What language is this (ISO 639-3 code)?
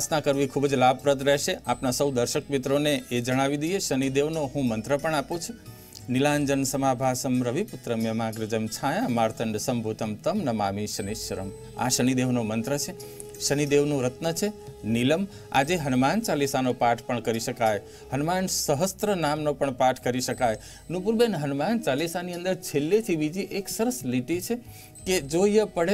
guj